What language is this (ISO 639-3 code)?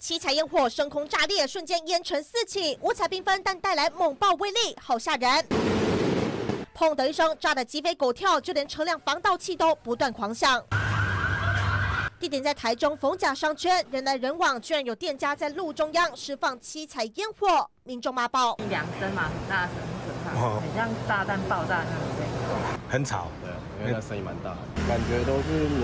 zho